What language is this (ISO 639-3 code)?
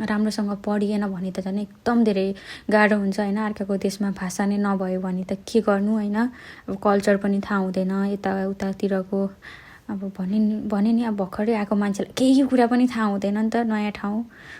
nep